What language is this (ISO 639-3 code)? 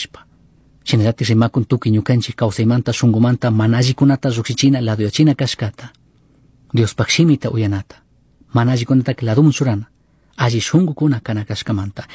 qug